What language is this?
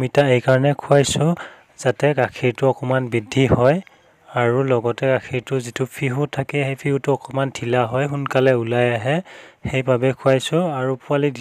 Assamese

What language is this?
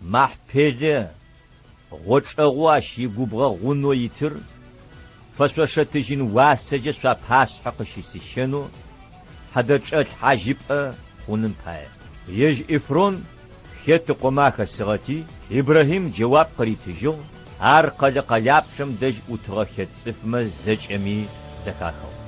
Adyghe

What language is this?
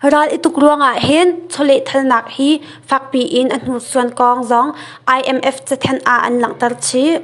Hakha Chin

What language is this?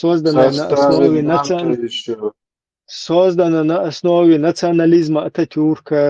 Chechen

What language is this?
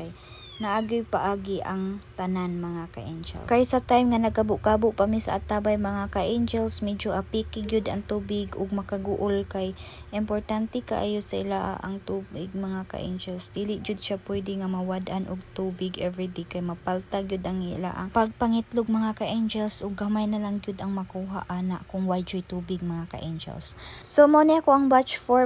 Cebuano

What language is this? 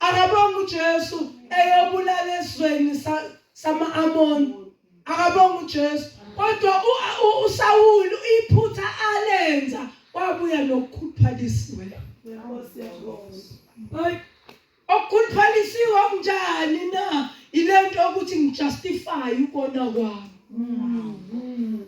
Zulu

